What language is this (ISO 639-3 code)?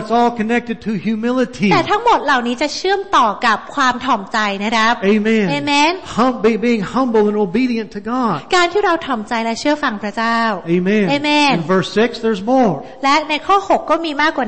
tha